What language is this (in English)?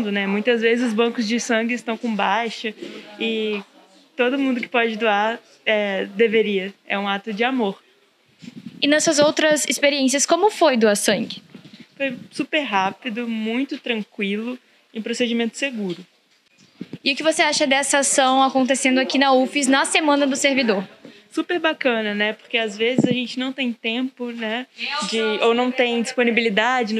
Portuguese